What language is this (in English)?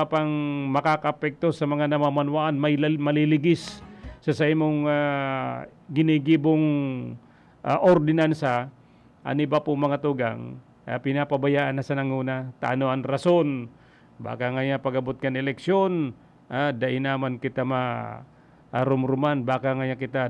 Bikol